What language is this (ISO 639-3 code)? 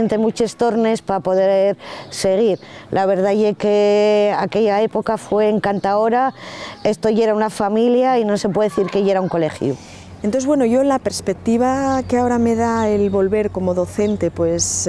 ast